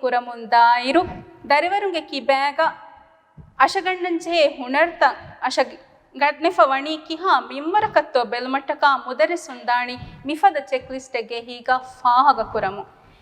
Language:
Divehi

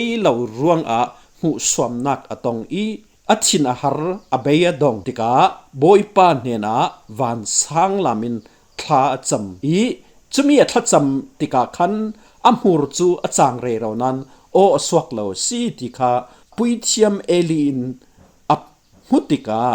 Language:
Falam Chin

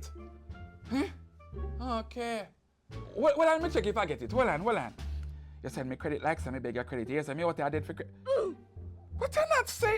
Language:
Jamaican Creole English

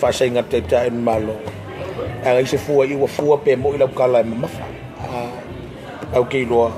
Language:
Samoan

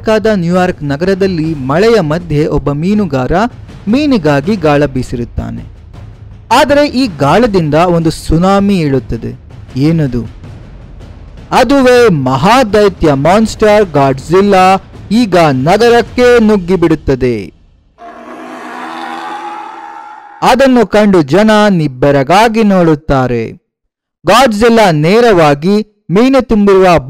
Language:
Kannada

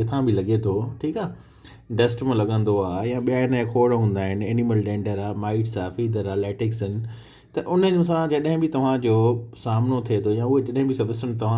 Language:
Sindhi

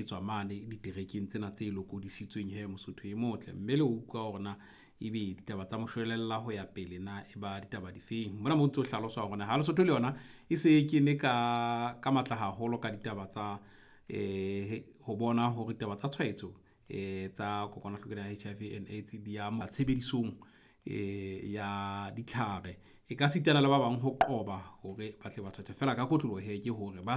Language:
Southern Sotho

